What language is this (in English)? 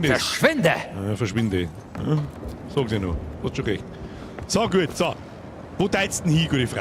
Bavarian